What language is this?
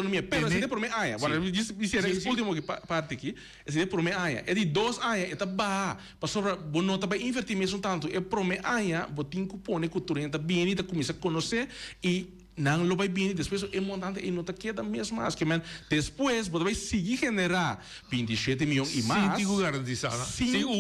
Papiamento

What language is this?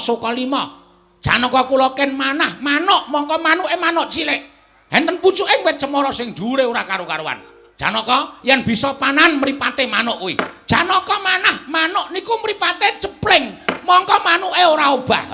Javanese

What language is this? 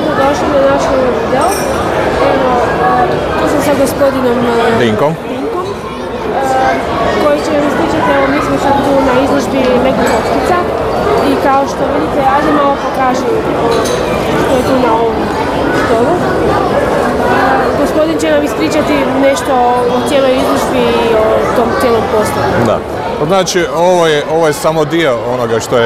Croatian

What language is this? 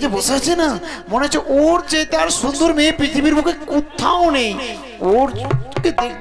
Bangla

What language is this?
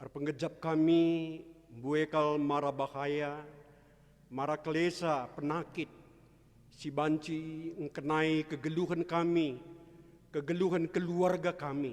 Batak Karo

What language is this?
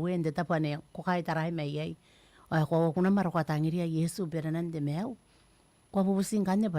Gilbertese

